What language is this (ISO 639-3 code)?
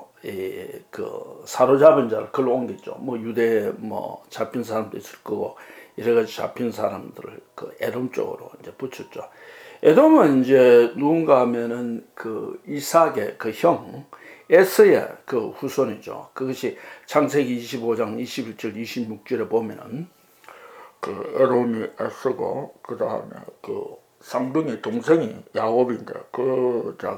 kor